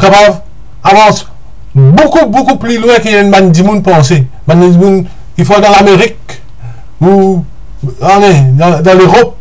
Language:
Morisyen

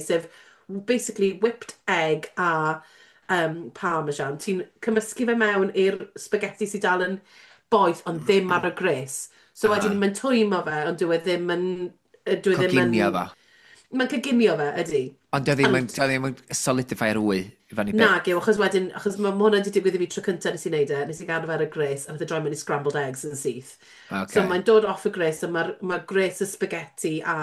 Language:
Welsh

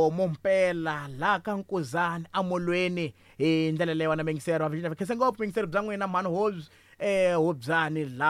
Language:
Tsonga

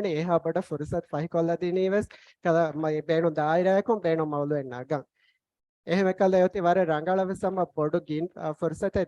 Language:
Divehi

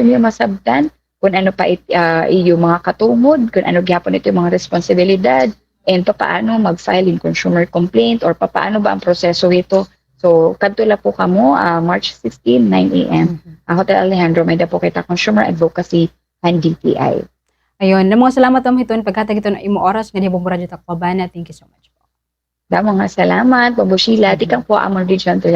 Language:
Waray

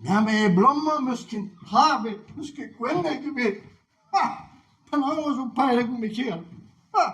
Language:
Breton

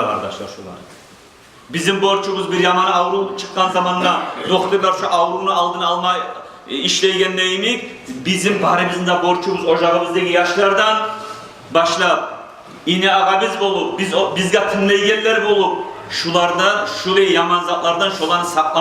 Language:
Kumyk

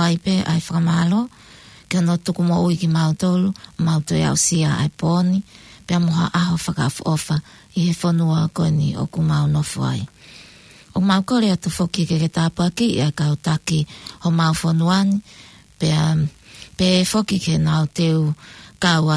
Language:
Tongan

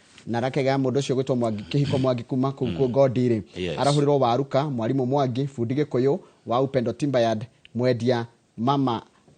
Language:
Kikuyu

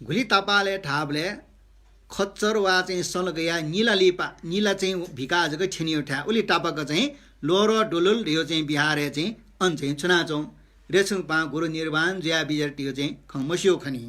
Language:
Newari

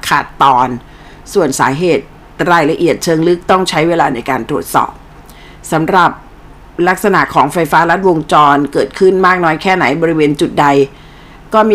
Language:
Thai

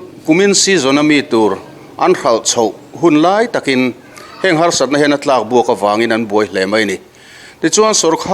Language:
Mizo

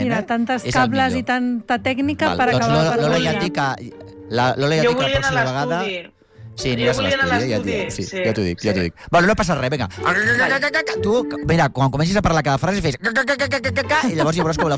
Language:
Catalan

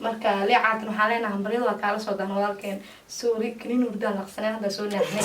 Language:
Somali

